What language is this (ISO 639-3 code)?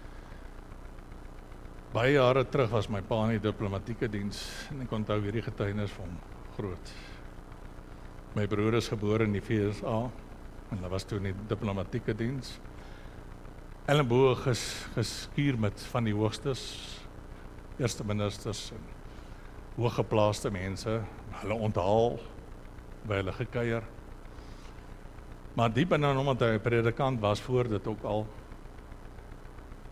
afr